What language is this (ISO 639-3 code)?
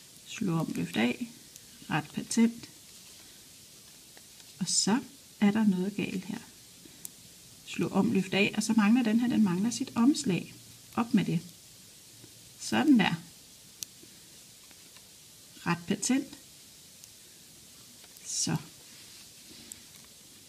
dan